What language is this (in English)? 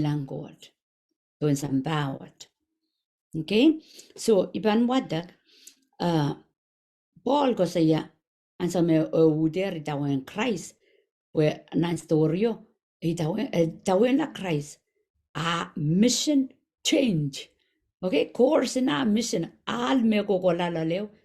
Pohnpeian